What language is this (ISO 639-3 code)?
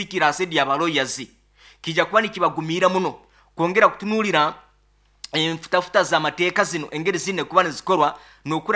nyo